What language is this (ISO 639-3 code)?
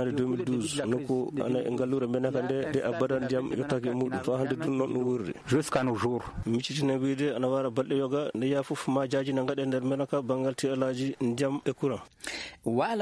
ffm